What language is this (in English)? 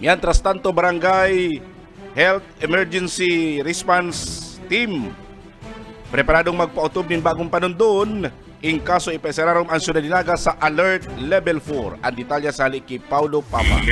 Bikol